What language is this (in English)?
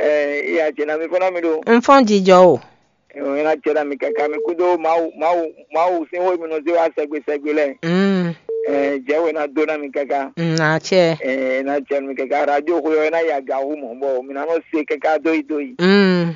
Fon